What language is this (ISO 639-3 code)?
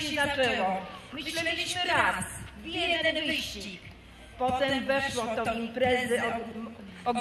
pol